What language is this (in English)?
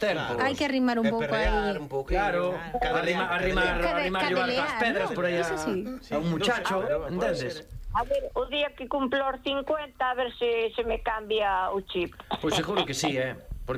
Galician